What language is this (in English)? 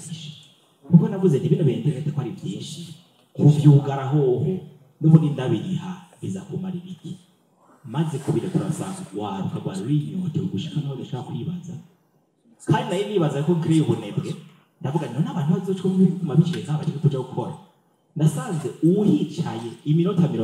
Rundi